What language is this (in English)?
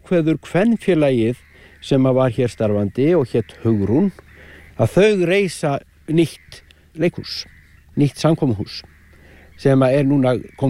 Icelandic